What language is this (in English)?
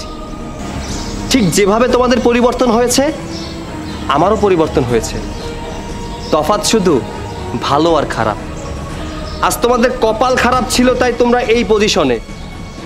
Bangla